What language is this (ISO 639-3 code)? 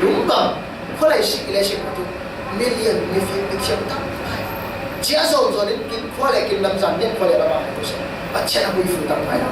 cfm